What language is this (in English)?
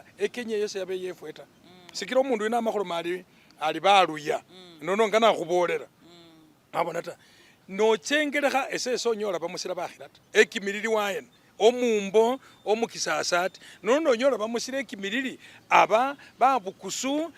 Masaaba